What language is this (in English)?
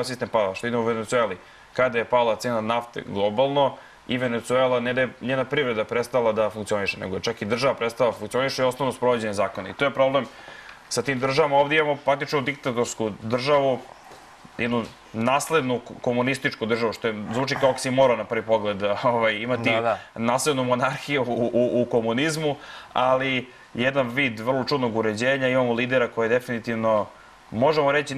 Serbian